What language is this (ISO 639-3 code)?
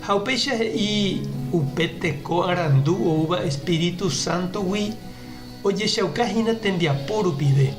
grn